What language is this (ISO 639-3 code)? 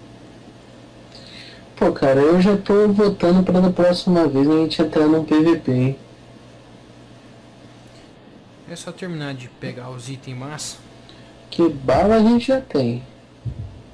por